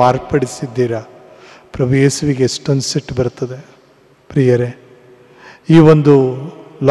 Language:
Kannada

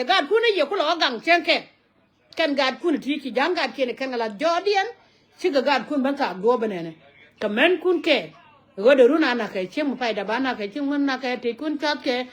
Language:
Nuer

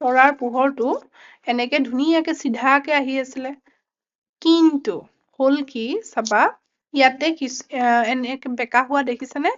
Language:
Assamese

